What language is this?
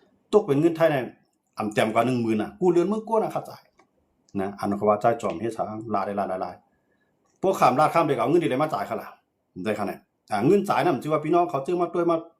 Shan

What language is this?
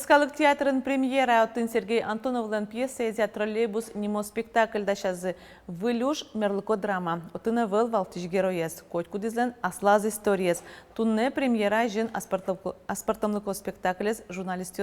Udmurt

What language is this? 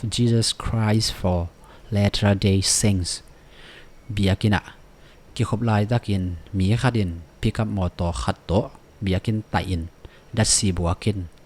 Tedim Chin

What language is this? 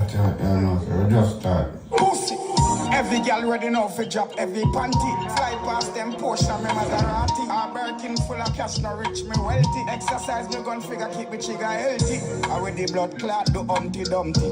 Jamaican Creole English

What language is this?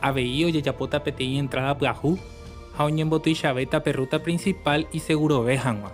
Guarani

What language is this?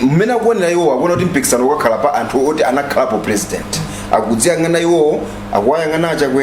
Nyanja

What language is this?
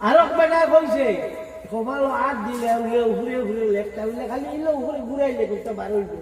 Sylheti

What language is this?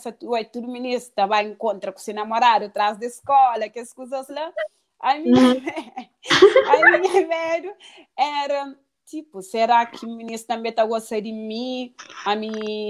Kabuverdianu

